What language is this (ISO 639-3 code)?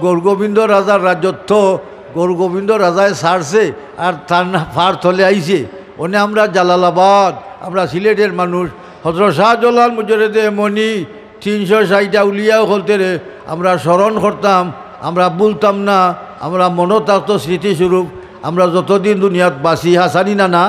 syl